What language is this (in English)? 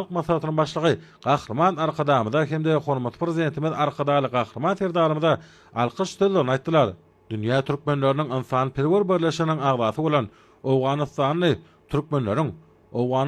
Turkmen